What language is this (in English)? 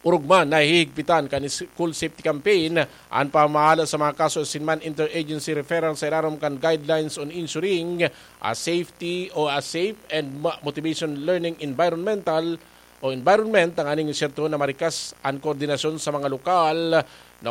Bikol